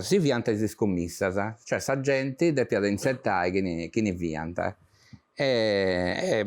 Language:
Sardinian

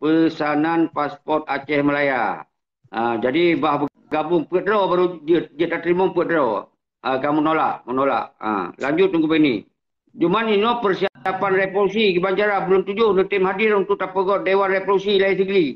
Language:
Achinese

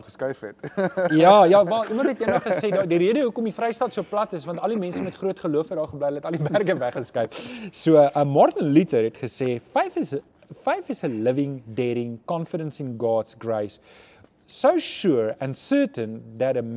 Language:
Afrikaans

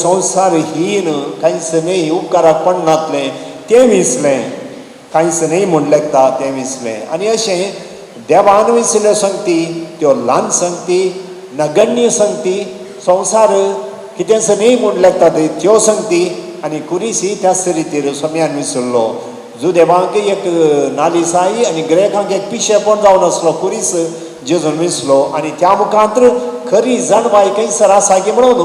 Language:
Konkani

